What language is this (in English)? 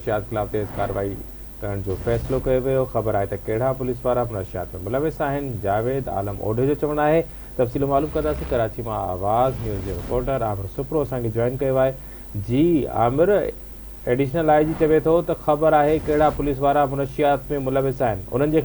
Sindhi